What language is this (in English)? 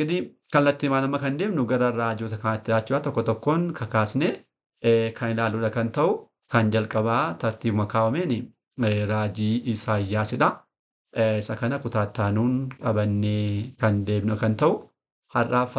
Oromo